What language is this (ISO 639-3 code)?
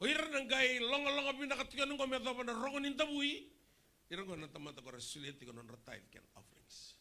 fij